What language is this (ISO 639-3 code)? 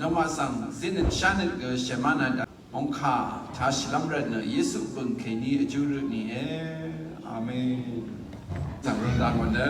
raw